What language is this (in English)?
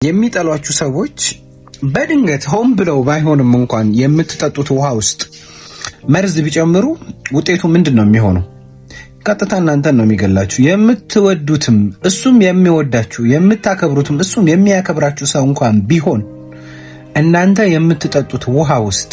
Amharic